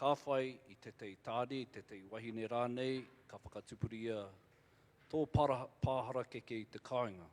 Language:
Māori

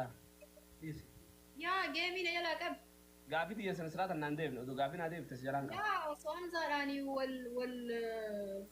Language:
Oromo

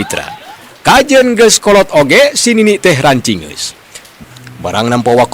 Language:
Sundanese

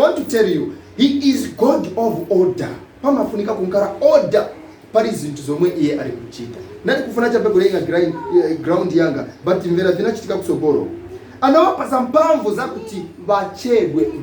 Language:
Nyanja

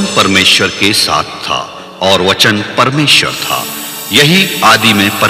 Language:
Hindi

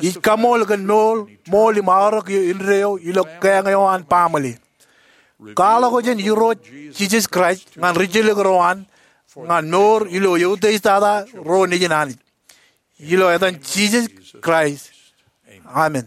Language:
Marshallese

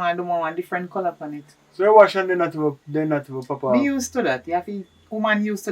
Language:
Jamaican Creole English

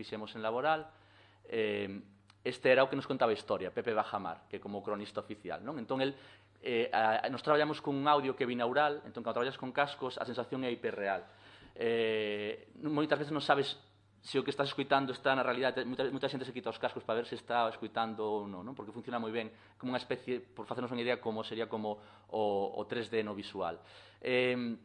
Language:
Galician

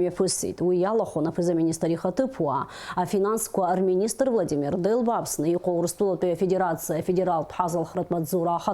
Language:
Abkhazian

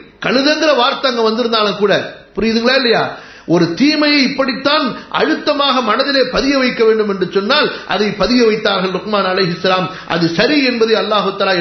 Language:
Tamil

